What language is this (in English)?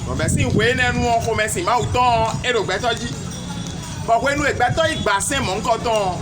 Fon